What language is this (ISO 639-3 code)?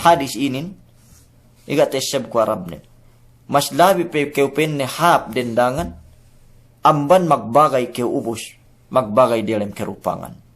yka